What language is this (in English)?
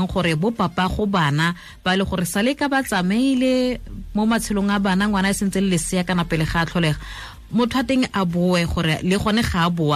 Tswana